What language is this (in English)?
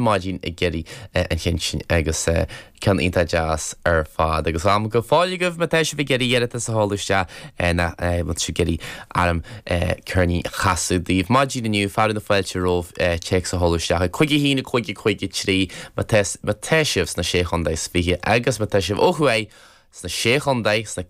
Irish